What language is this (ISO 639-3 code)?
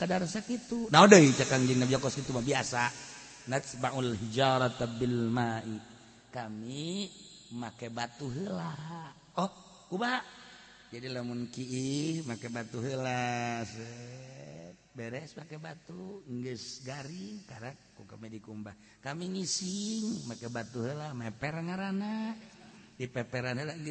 sun